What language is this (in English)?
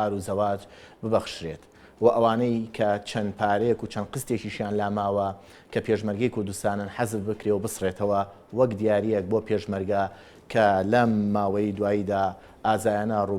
Central Kurdish